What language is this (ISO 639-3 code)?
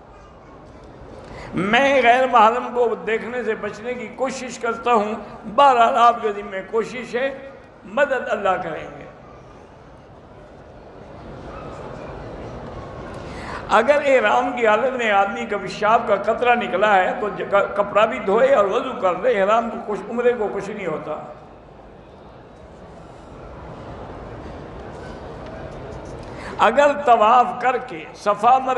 urd